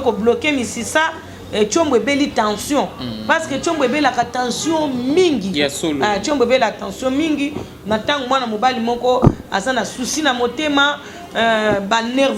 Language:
Lingala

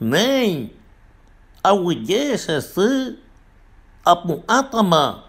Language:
Guarani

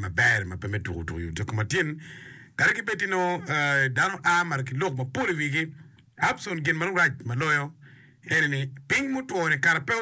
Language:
Acoli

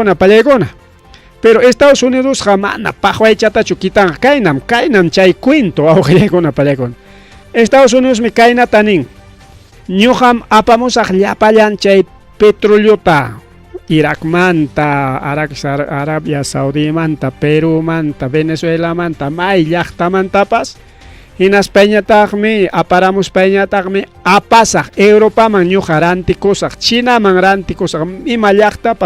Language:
Ayacucho Quechua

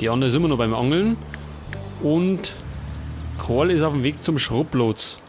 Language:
Bavarian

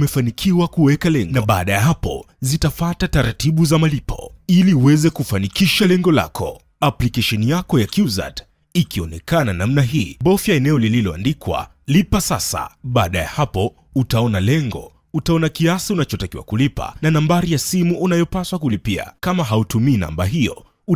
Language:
Swahili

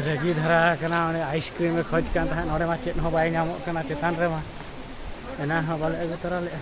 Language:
Santali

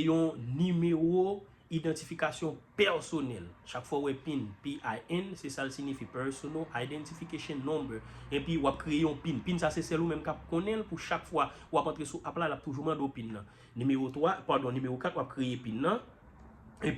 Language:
Haitian Creole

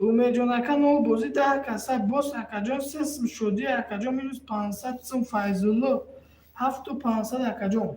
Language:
Tajik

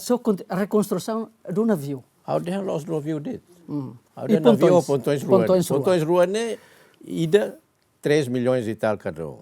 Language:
Tetum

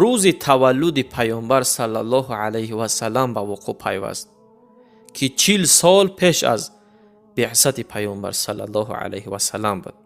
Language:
Tajik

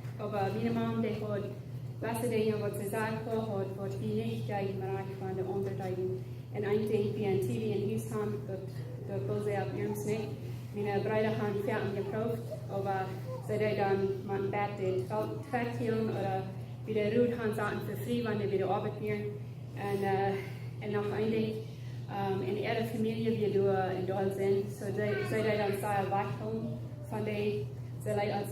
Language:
Plautdietsch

